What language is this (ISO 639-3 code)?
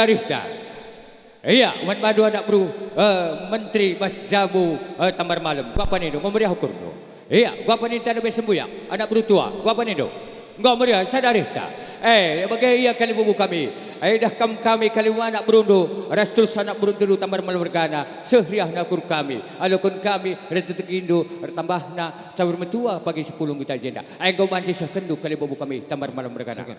btx